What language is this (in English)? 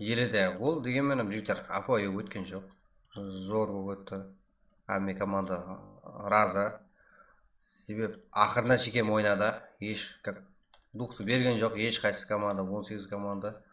Kara-Kalpak